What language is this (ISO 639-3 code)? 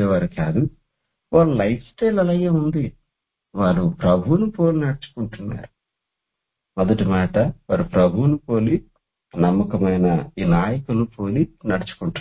tel